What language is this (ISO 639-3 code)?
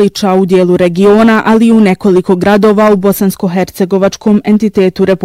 bos